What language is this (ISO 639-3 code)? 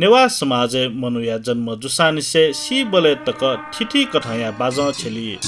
new